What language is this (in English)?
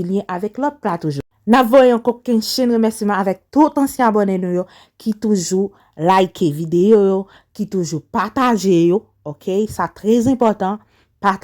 Haitian Creole